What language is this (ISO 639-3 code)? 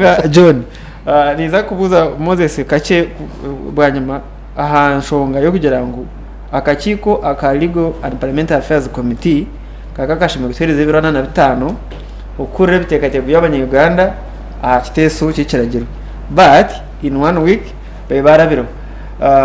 nyn